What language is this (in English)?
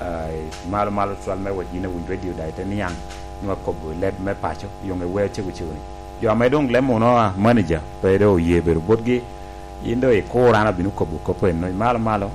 Lango (Uganda)